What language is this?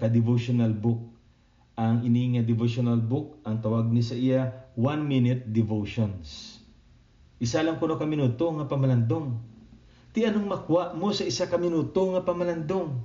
Hiligaynon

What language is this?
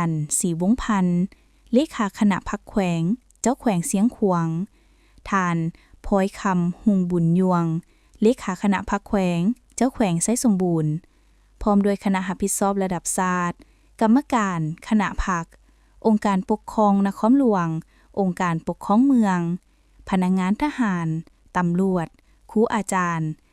Lao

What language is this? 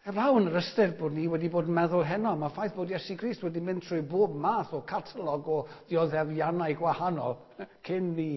Welsh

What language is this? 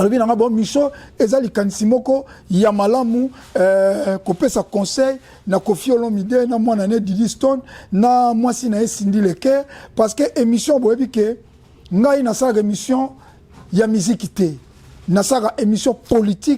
Lingala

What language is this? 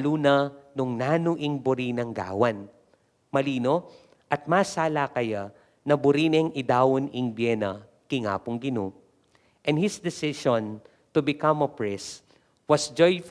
Pampanga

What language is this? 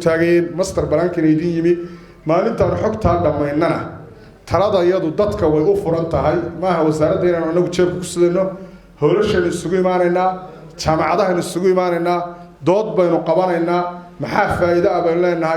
Somali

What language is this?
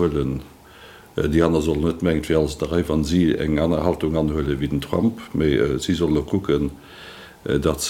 Luxembourgish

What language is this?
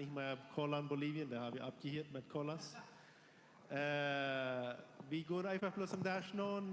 Plautdietsch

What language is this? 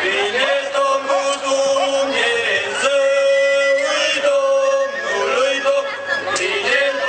Romanian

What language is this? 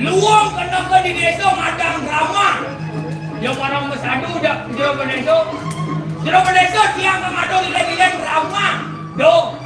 Balinese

